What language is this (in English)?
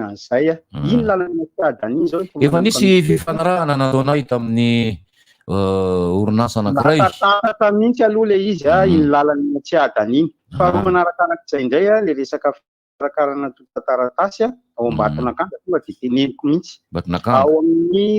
Malagasy